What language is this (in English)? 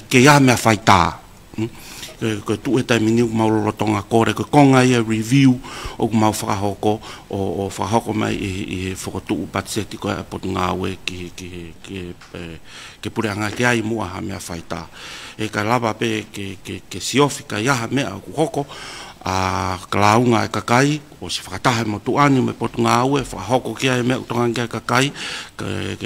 Tongan